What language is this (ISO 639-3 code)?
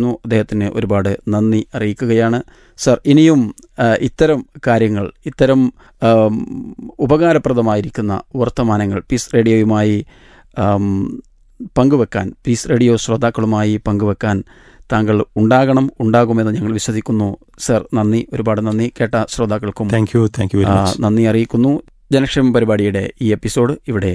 mal